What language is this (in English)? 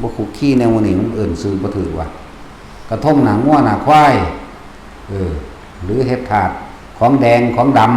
Lao